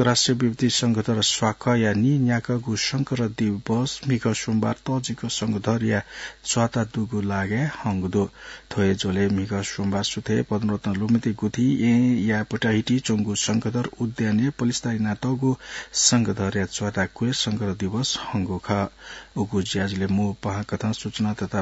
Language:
Newari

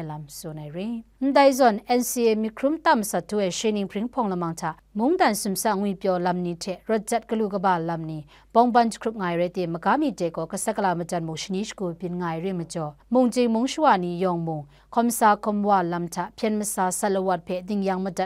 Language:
Kachin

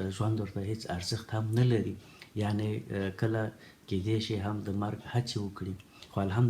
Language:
Pashto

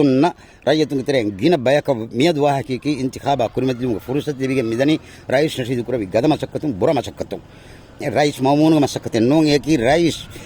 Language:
Divehi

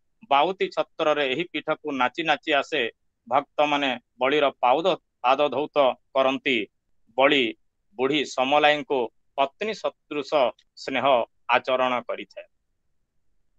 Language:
Odia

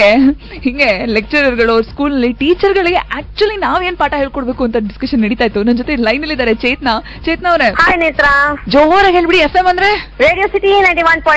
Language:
Kannada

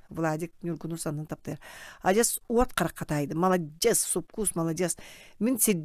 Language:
Yakut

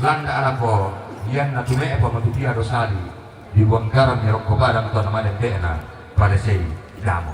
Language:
Toraja-Sa'dan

